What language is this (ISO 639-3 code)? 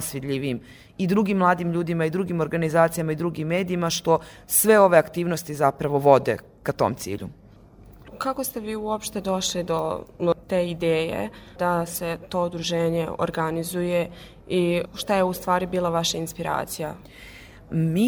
srp